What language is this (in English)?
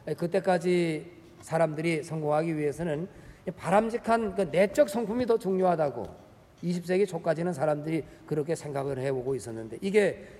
Korean